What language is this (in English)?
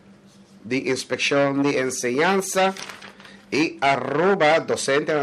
Papiamento